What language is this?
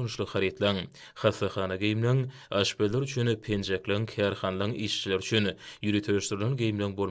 Turkmen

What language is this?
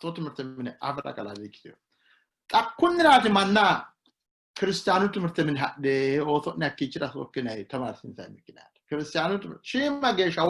Sidamo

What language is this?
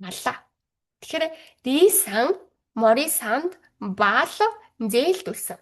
Mongolian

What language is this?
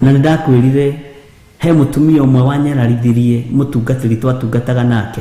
Kikuyu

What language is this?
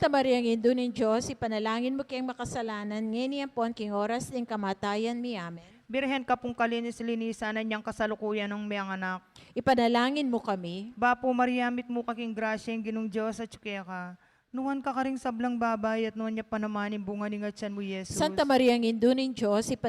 Pampanga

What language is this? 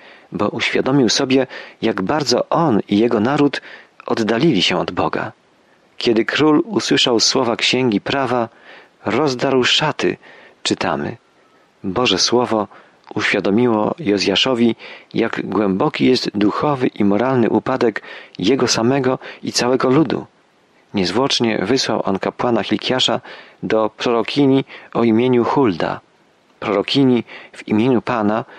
Polish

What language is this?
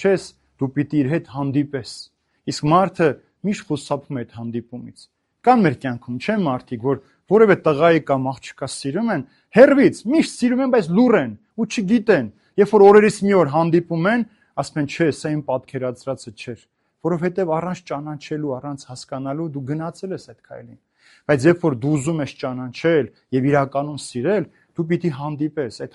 Armenian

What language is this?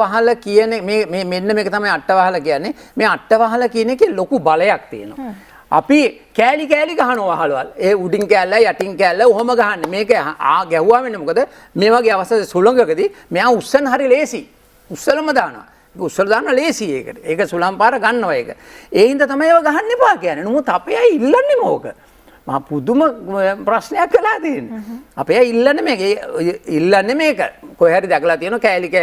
Sinhala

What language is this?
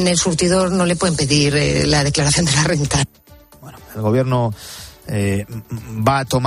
Spanish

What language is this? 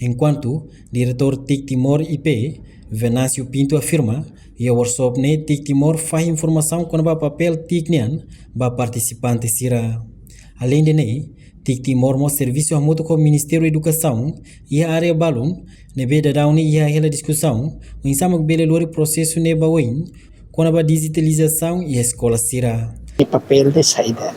Tetum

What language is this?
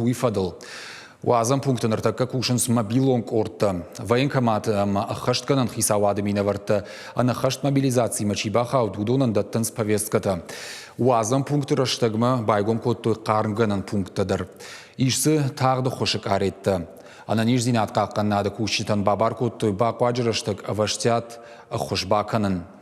Ossetic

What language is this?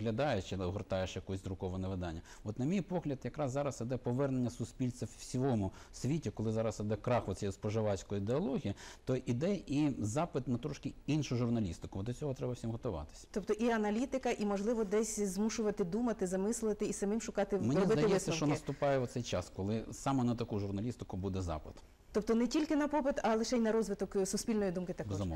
Ukrainian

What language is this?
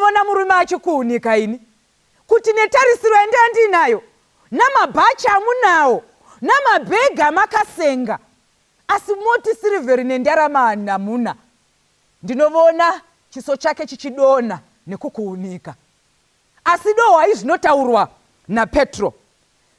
Shona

